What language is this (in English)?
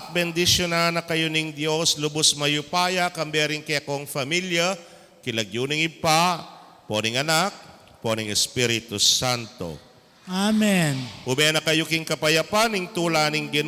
Pampanga